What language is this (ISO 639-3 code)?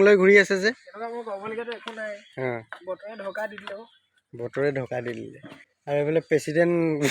asm